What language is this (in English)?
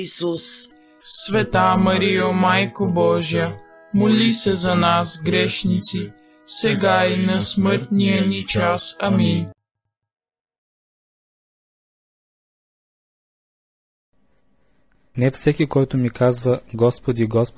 Bulgarian